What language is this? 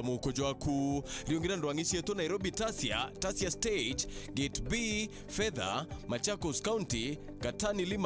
Meru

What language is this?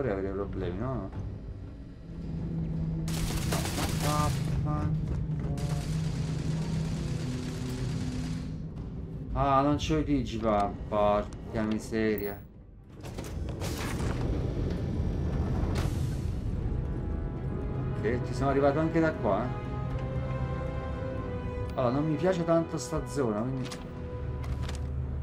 Italian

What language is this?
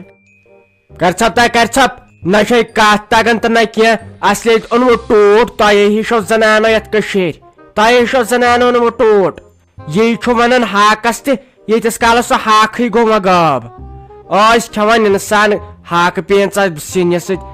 Kashmiri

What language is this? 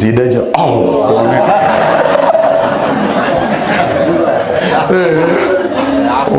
Sasak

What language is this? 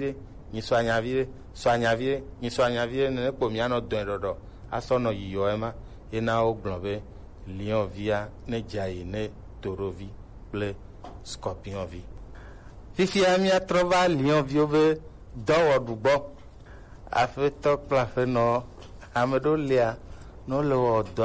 Gen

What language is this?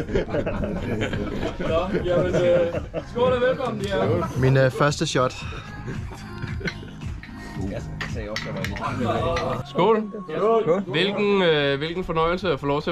Danish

